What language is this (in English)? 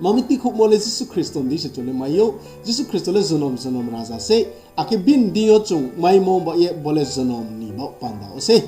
Riang (India)